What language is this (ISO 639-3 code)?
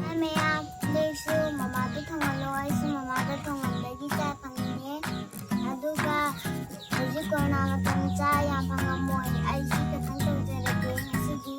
mni